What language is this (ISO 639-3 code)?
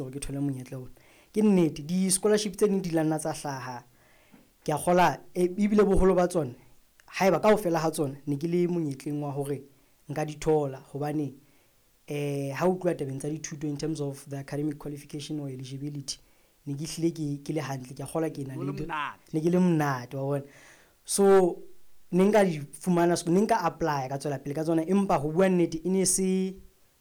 sot